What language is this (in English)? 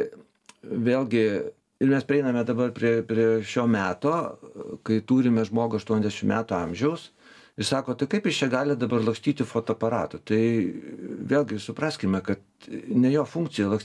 Lithuanian